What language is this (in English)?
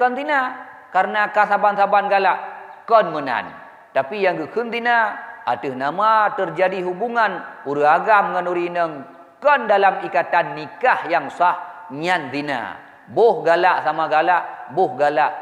Achinese